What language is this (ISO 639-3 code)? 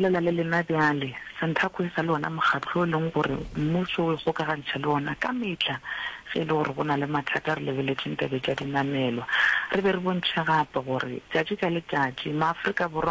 nso